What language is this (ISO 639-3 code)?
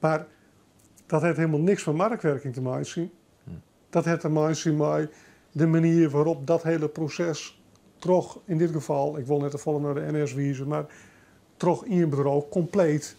fry